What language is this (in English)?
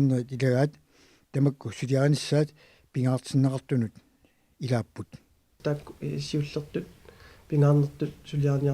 Kalaallisut